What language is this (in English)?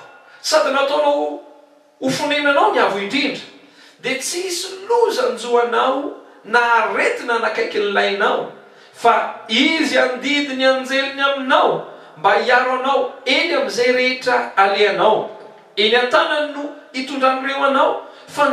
Malagasy